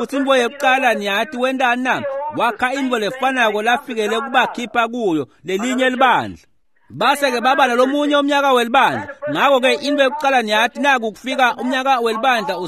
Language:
Swati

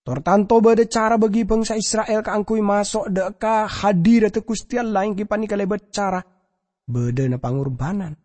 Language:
Madurese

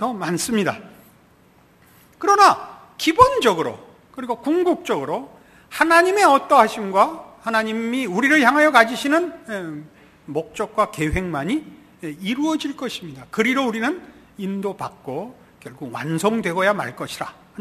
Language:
Korean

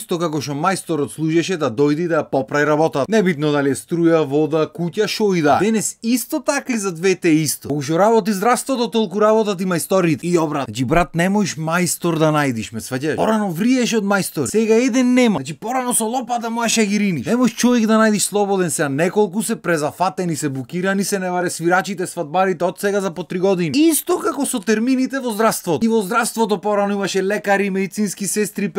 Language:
Macedonian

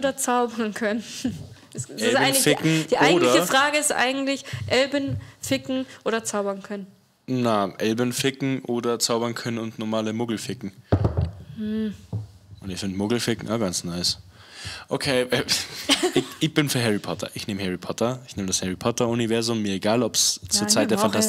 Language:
Bavarian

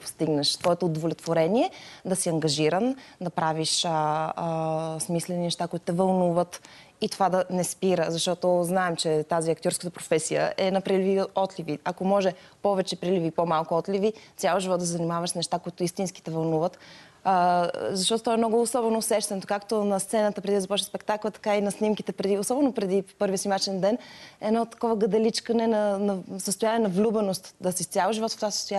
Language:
Bulgarian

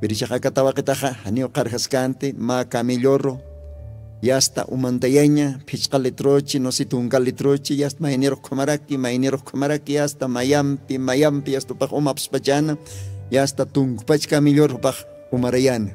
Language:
Aymara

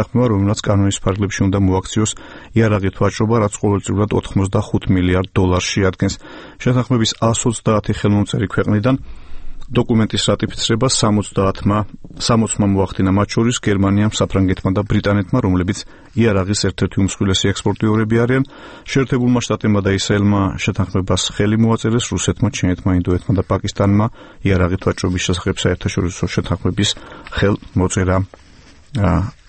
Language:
Georgian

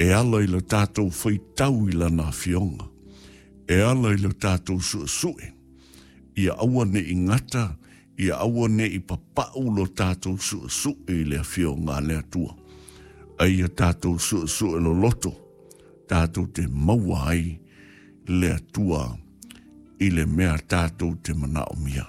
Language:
Samoan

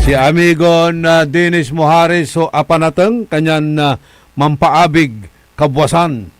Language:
Pangasinan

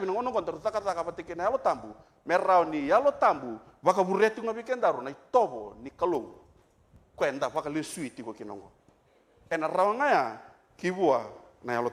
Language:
Fijian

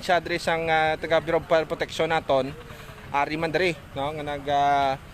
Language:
Hiligaynon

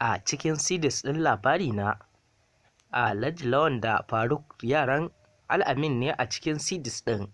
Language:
Hausa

